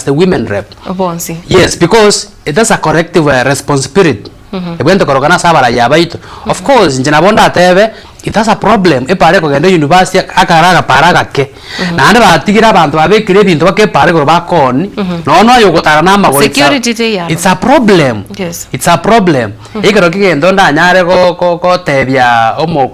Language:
Gusii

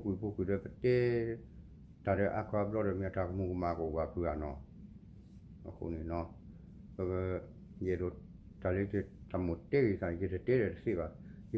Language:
S'gaw Karen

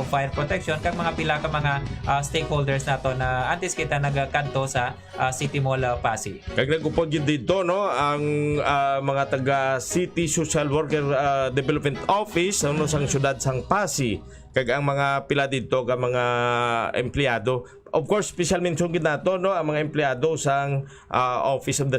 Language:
Hiligaynon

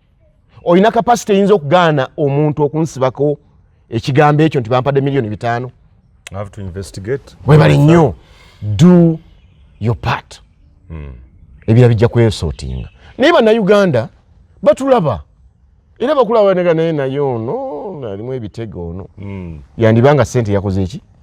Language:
Ganda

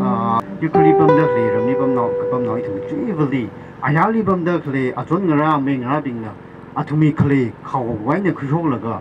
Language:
Tangkhul Naga (India)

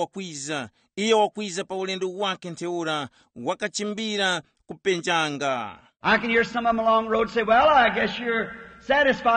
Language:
Tumbuka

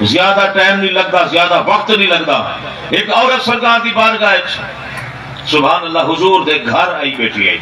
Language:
Saraiki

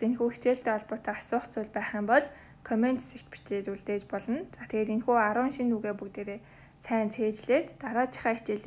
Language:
Mongolian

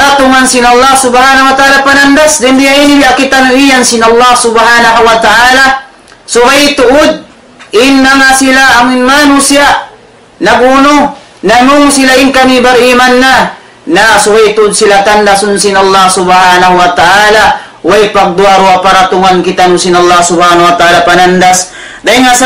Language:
Tausug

